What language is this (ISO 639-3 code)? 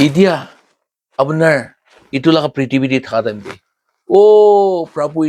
nag